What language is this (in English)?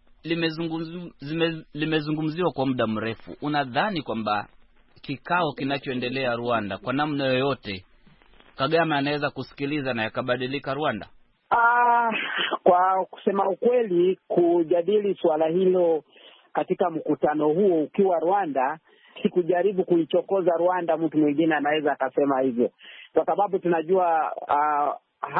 Swahili